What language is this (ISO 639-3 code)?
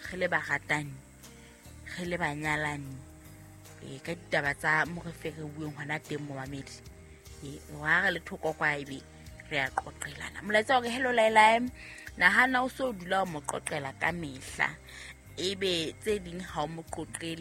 sot